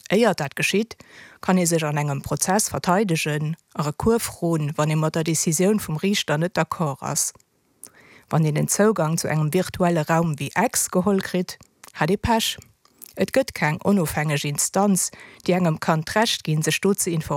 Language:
Luxembourgish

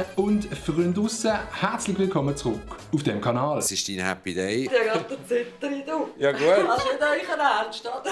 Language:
Swiss German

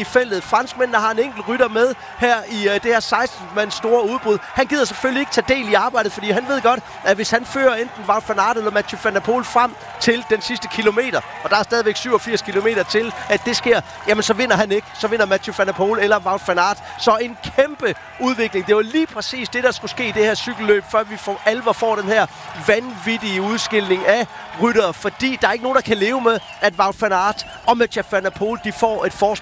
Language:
Danish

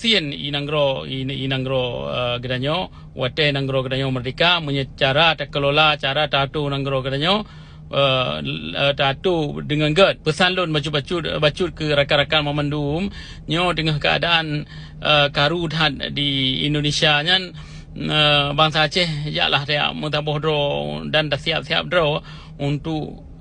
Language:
Achinese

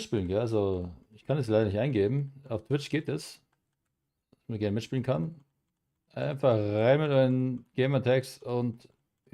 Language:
Bavarian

